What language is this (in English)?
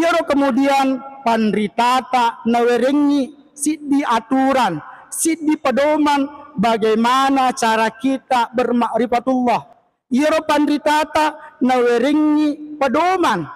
Buginese